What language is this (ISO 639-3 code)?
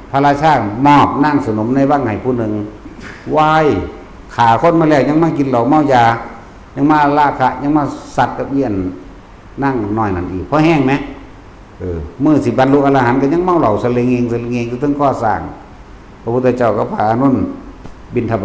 tts